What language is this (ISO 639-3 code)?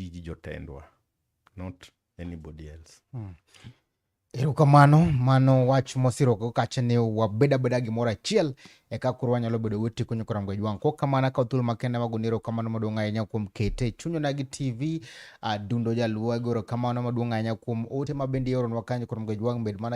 luo